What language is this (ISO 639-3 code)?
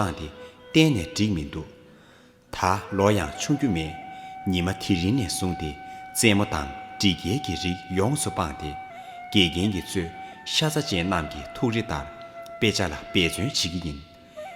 bod